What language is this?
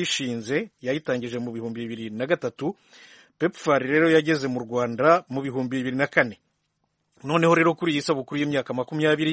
Kinyarwanda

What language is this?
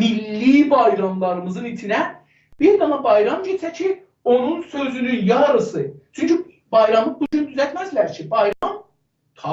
South Azerbaijani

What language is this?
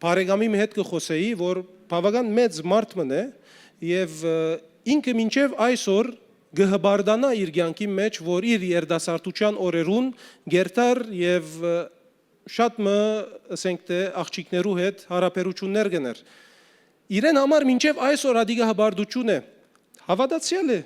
Western Armenian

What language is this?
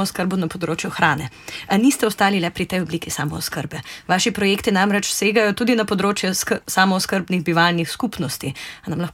Slovenian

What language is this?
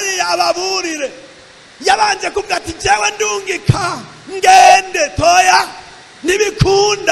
Rundi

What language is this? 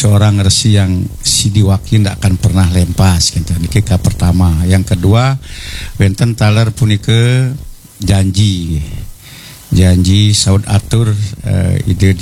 Balinese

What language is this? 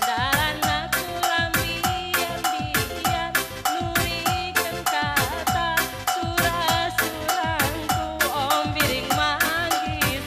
Batak Karo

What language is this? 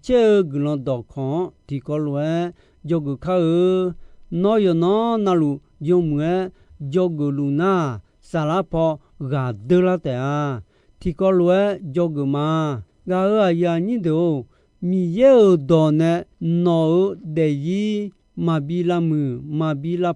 Akha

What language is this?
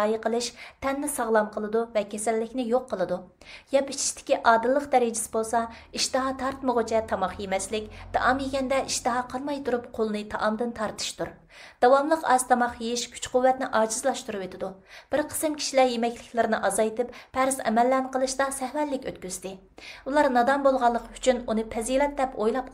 Uyghur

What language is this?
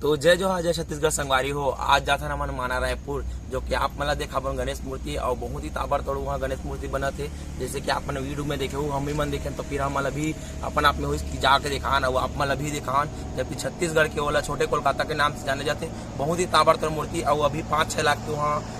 Chhattisgarhi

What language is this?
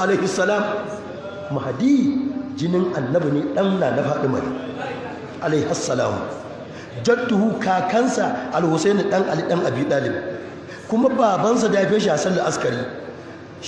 Hausa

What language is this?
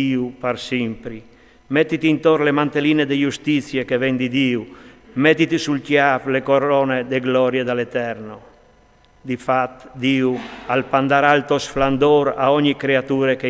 Friulian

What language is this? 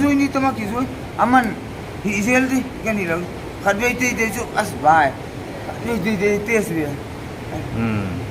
Paite Chin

